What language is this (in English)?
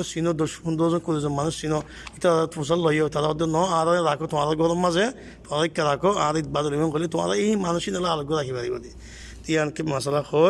Rohingya